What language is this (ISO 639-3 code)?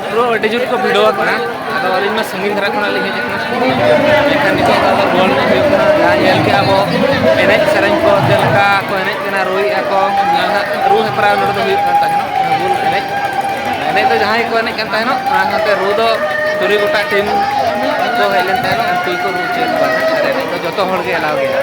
sat